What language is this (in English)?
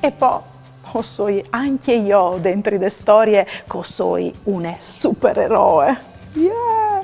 Friulian